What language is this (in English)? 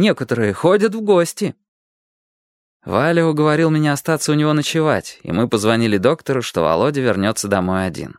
Russian